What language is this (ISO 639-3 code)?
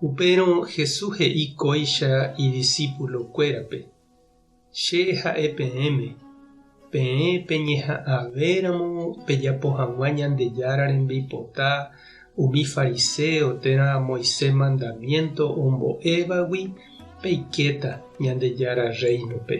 grn